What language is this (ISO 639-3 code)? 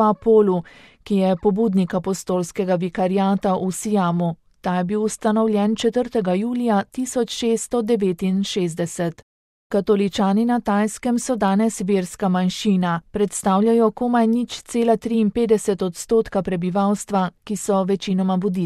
slv